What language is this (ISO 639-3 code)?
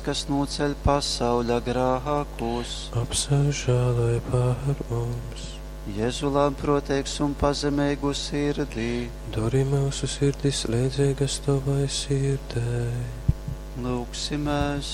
ltg